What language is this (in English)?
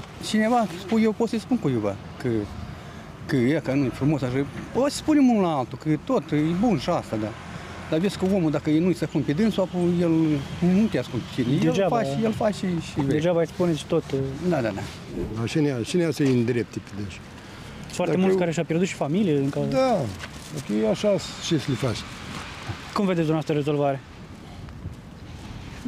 Romanian